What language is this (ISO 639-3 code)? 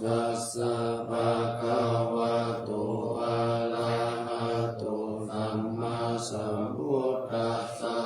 pli